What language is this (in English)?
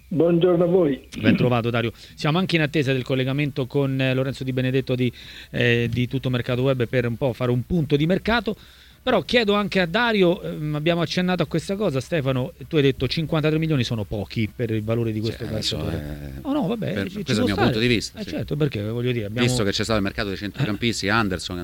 Italian